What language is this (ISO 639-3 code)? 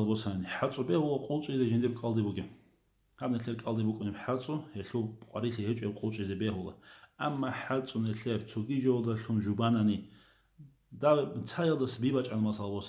ava